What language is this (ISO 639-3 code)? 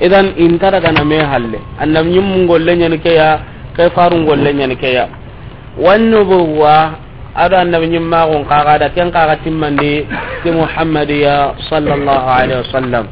snk